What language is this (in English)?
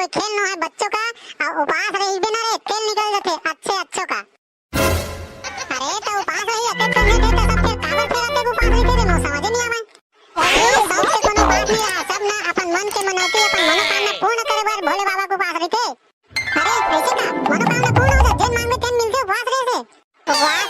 Chhattisgarhi